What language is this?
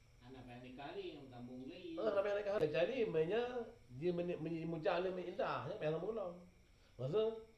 Achinese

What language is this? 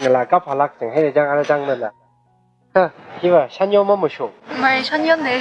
Tangkhul Naga (India)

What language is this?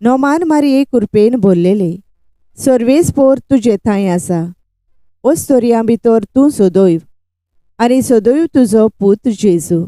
Konkani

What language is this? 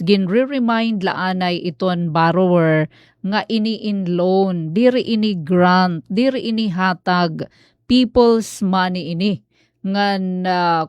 Waray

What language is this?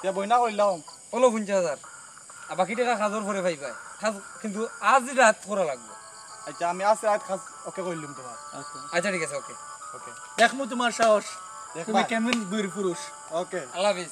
Sylheti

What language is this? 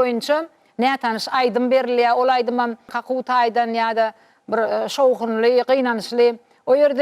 Turkmen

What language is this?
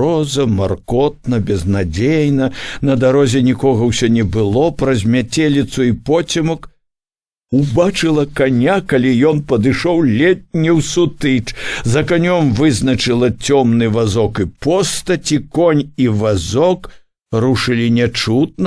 Belarusian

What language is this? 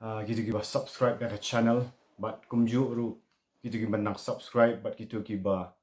Khasi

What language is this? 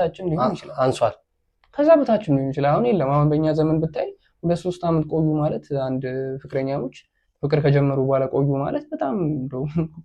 Amharic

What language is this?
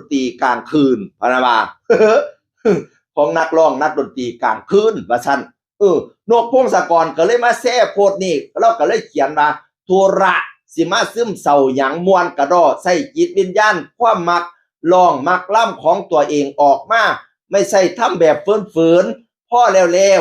Northeastern Thai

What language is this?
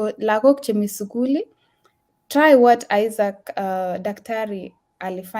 Kalenjin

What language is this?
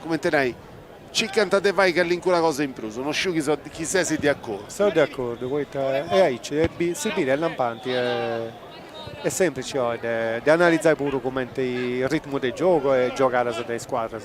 Sardinian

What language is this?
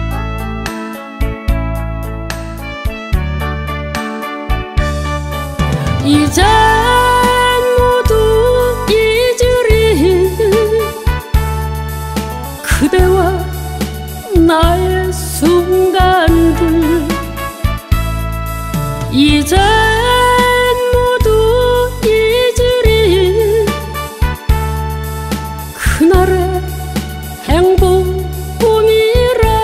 Korean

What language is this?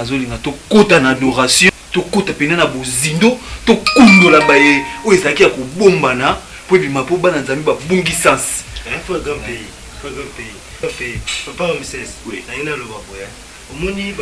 Lingala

